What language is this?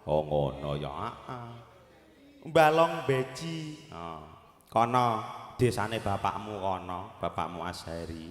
Javanese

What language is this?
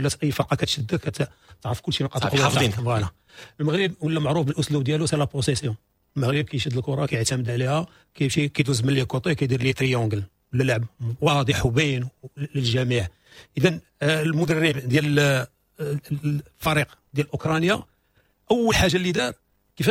Moroccan Arabic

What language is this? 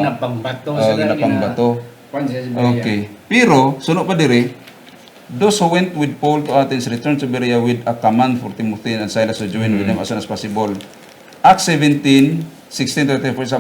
Hiligaynon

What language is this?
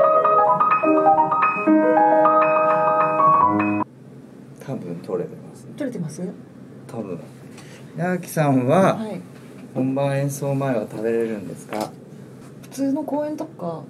Japanese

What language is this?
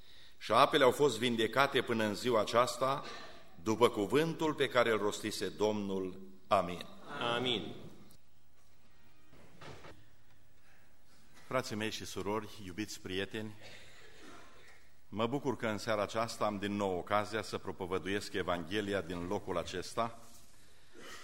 Romanian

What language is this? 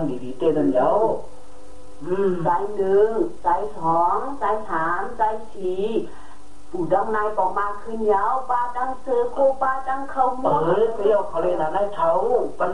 Shan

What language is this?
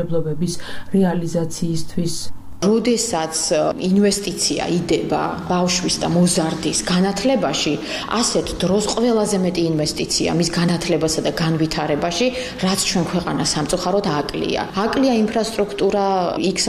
Georgian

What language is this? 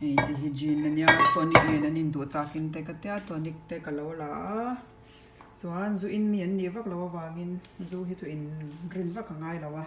Mizo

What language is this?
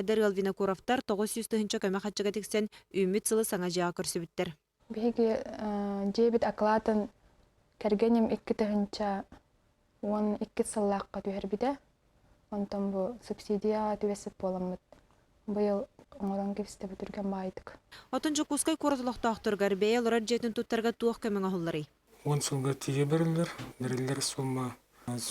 Yakut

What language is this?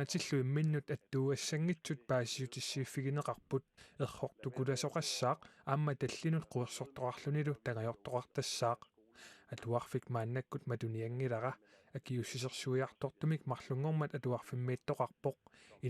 Kalaallisut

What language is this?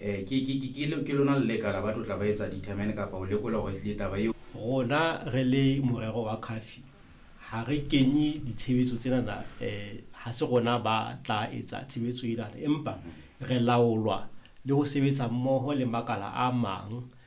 Southern Sotho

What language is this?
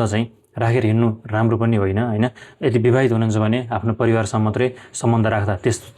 Nepali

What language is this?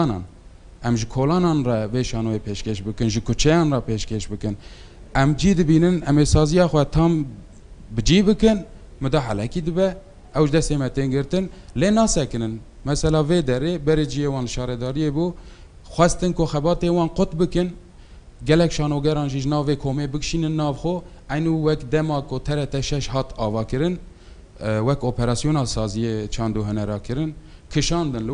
Kurdish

